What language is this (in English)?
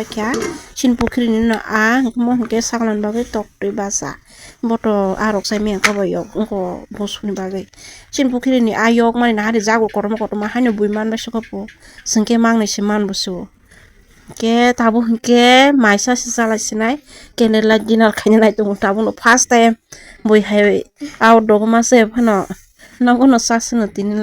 Kok Borok